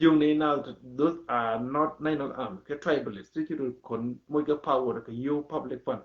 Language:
Nuer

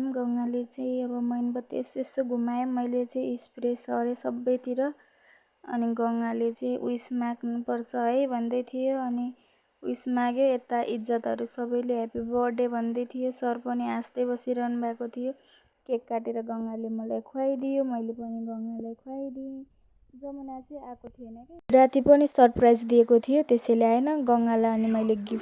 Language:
Nepali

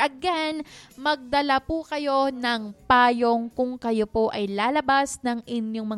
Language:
Filipino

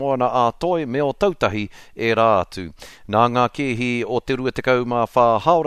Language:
Māori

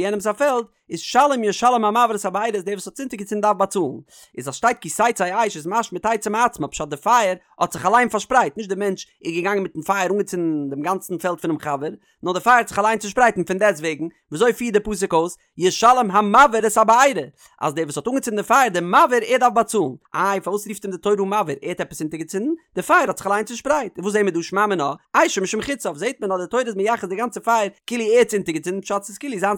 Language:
Yiddish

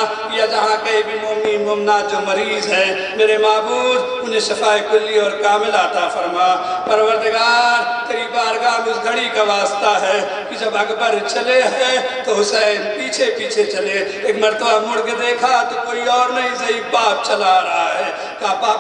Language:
Urdu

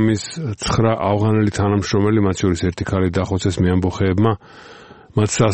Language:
Georgian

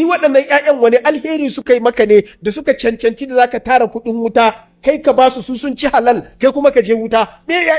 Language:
Hausa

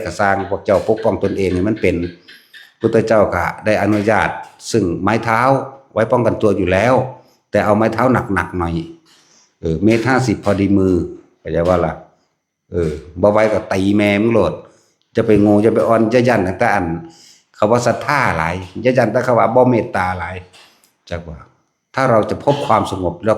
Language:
Northeastern Thai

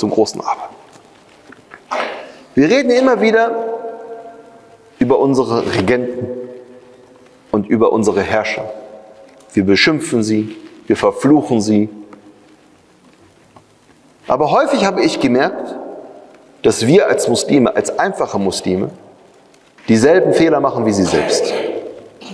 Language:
German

